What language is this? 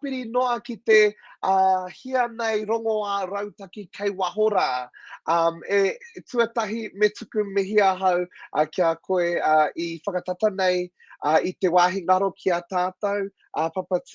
Māori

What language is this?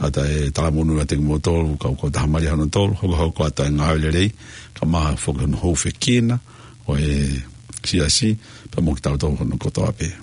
Tongan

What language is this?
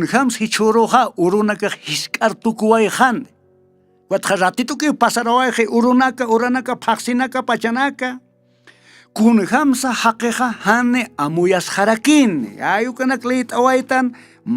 Aymara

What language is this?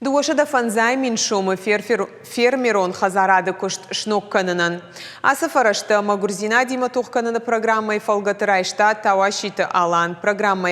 Ossetic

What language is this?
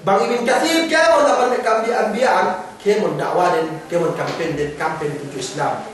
Yakan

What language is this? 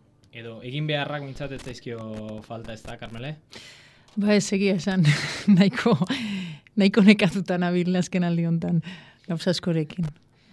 Basque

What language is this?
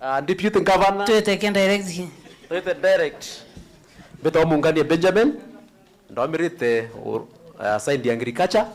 Meru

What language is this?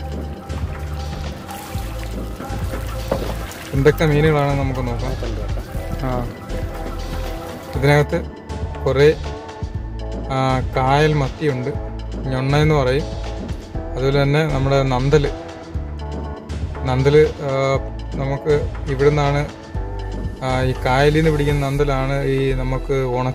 Malayalam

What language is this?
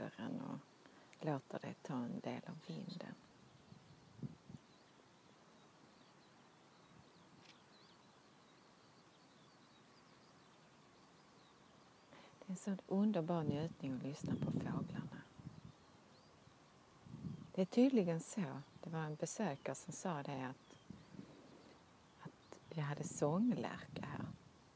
Swedish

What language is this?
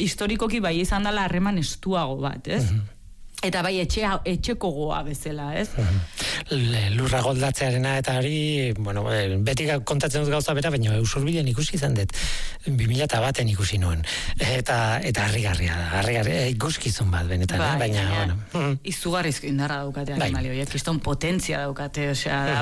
Basque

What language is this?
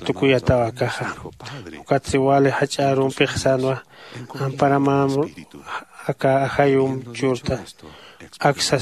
Aymara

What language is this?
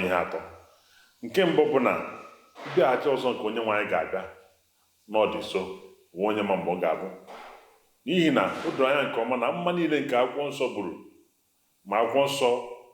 Igbo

